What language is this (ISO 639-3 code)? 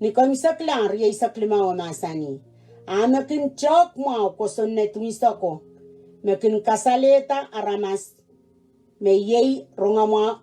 pon